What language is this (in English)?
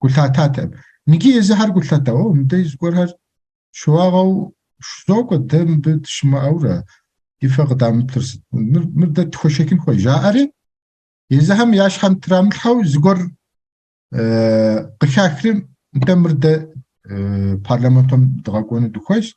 Kabardian